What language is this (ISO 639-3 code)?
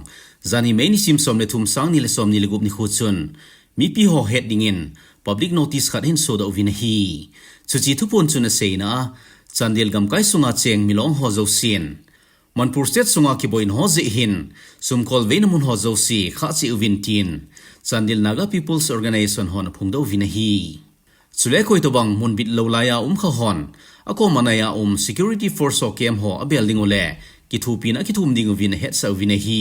tcz